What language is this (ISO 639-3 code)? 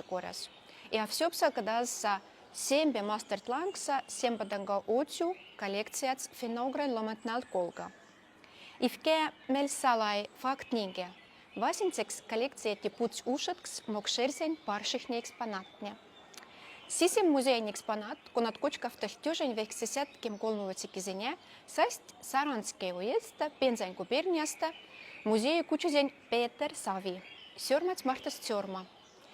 mdf